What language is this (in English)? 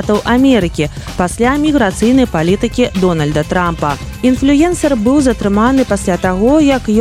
Belarusian